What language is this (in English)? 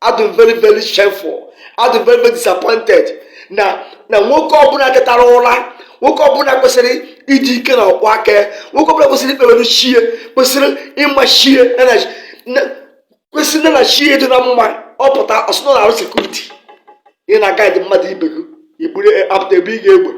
Igbo